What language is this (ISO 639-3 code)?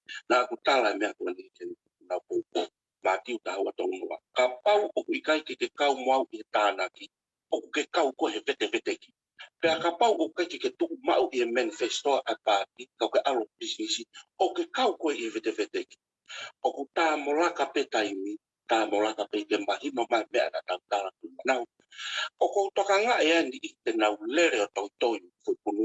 ton